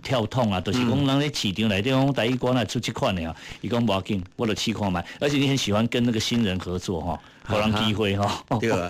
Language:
Min Nan Chinese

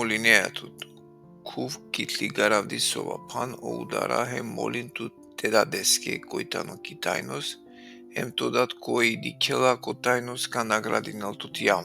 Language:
Balkan Romani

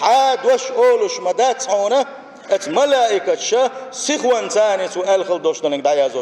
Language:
Chechen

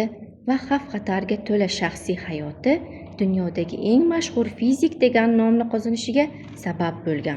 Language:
Uzbek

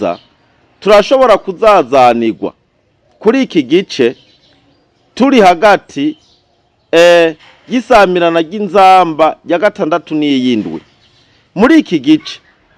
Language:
Rundi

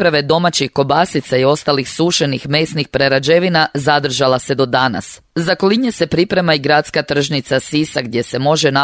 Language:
Croatian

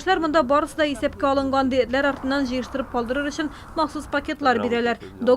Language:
Tatar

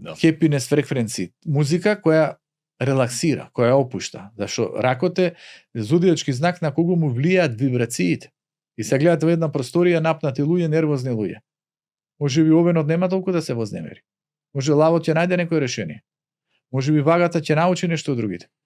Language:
Macedonian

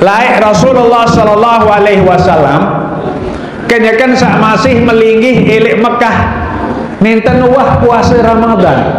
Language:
Sasak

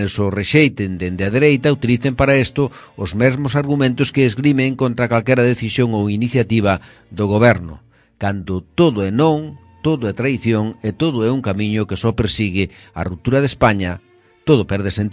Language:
Galician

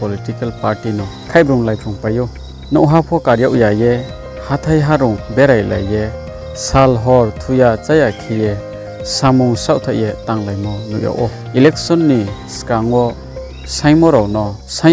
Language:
Riang (India)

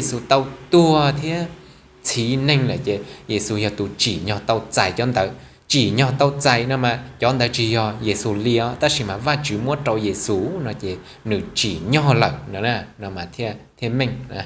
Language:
Hmong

